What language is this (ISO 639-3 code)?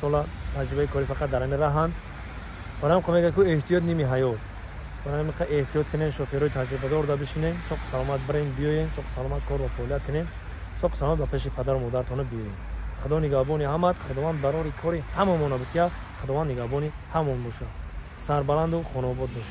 tgk